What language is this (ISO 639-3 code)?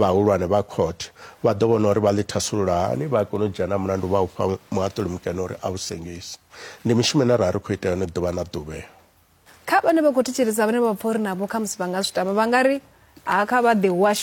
ven